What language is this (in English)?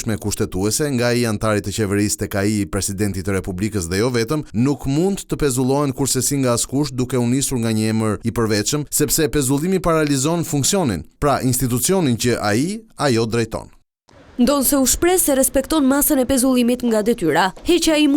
Albanian